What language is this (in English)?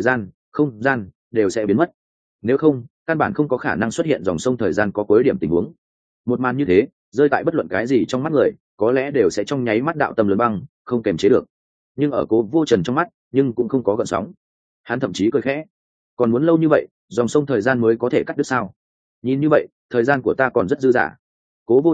Vietnamese